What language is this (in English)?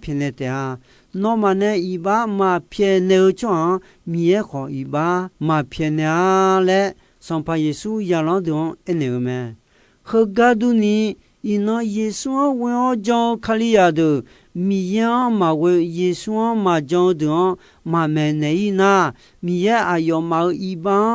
Akha